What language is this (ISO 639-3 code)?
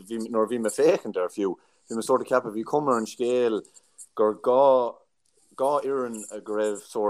gle